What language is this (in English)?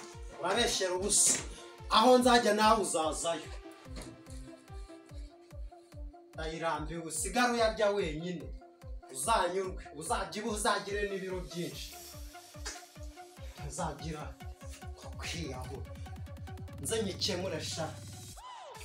Kinyarwanda